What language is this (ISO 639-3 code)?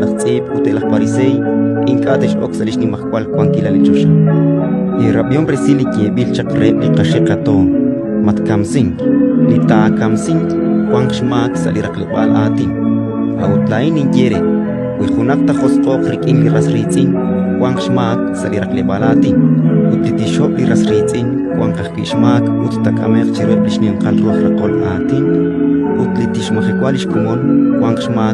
kek